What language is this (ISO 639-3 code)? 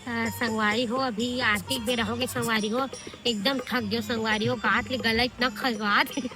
hne